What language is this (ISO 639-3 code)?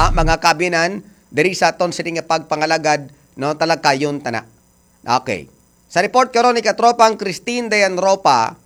hil